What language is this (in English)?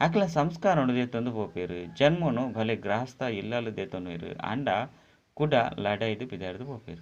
Tulu